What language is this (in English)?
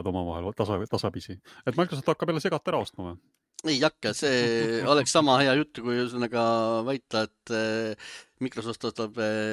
Estonian